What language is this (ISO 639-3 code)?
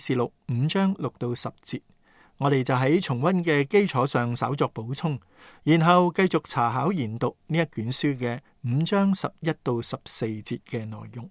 yue